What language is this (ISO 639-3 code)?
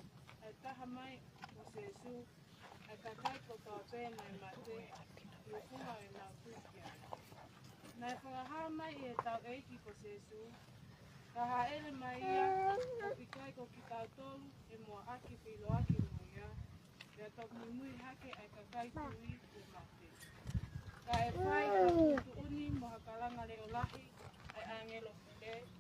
ton